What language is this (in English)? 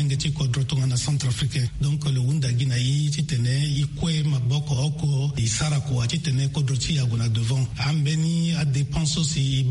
Sango